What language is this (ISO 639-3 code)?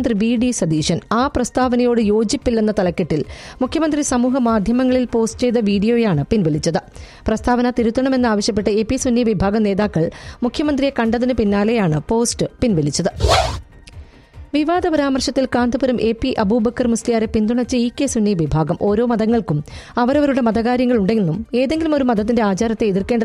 mal